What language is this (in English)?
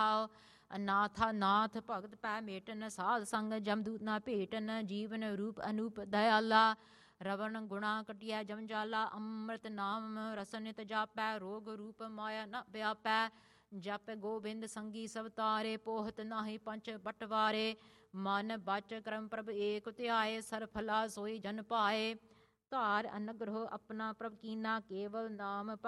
Punjabi